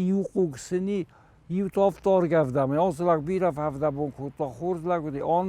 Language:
Ossetic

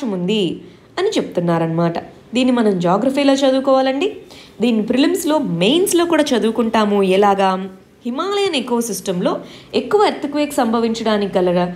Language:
Telugu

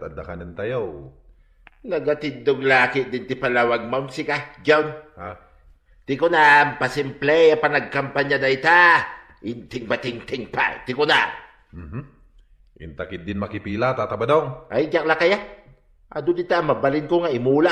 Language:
Iloko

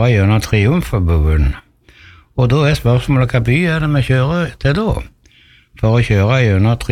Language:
Norwegian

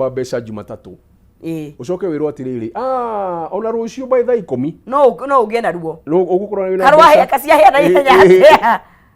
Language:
Kikuyu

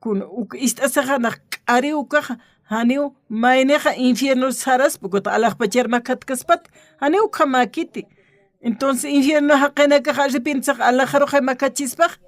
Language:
Aymara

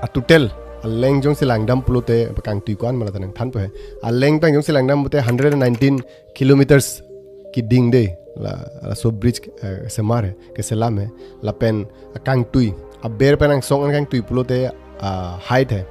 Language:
Karbi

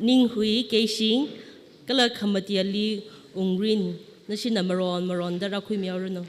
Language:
Tangkhul Naga (India)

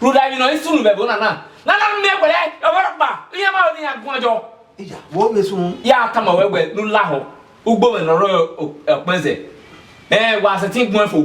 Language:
Bini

